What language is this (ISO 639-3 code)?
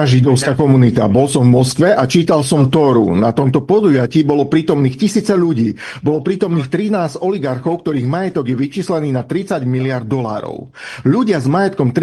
slk